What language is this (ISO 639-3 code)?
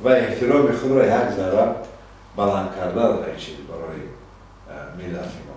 tgk